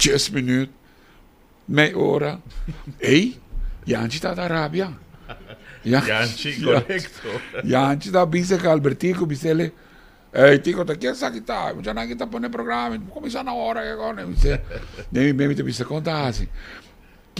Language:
Papiamento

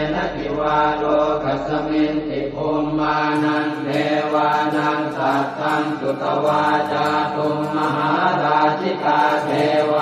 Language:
Pali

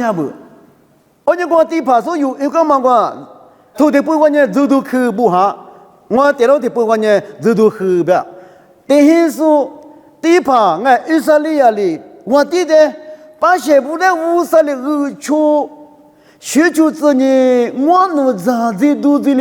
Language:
Lisu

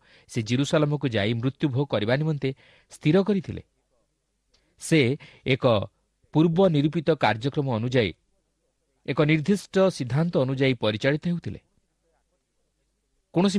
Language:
Odia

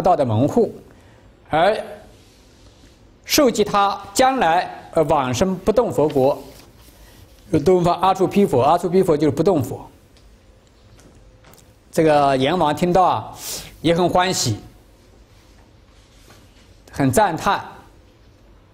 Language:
Chinese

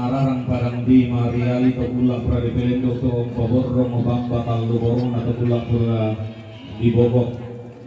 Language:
Toraja-Sa'dan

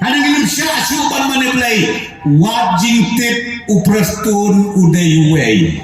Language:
Khasi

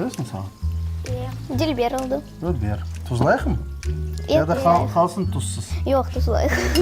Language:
Crimean Tatar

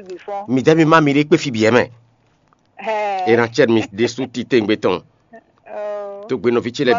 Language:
Fon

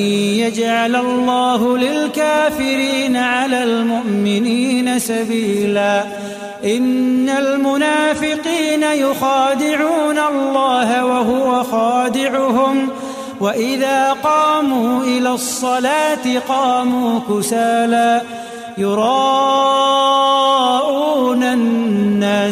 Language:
Arabic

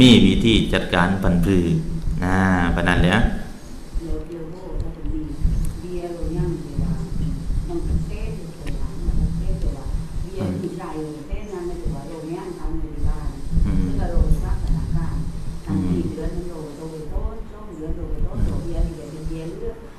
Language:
Thai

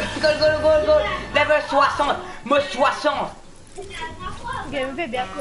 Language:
Morisyen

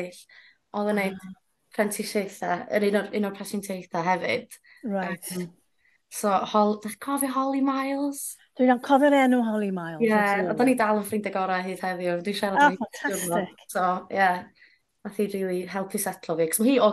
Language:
Welsh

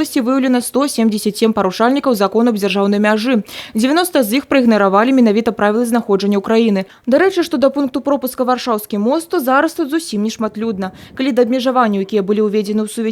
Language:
Belarusian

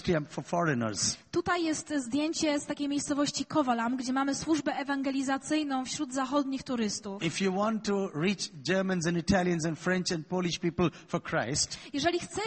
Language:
Polish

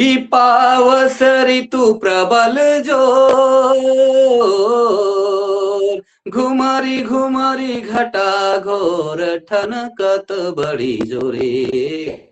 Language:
Sadri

